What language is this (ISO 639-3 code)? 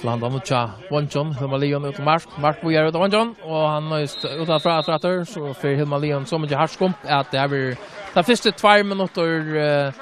fao